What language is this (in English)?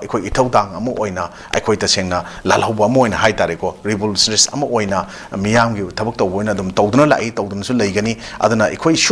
Manipuri